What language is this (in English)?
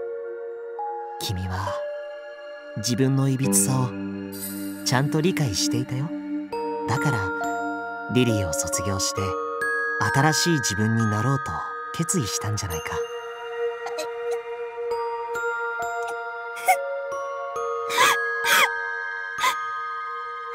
Japanese